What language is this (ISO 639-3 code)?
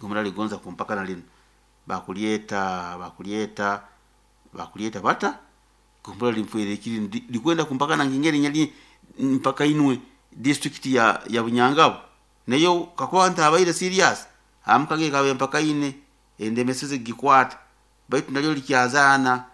nyo